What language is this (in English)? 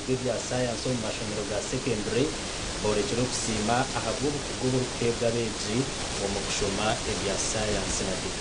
Nyankole